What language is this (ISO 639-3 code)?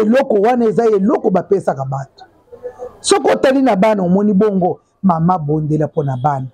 lin